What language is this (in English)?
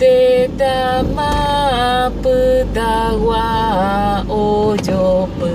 Guarani